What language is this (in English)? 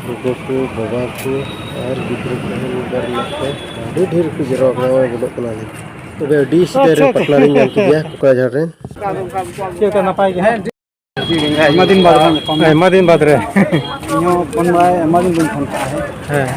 Santali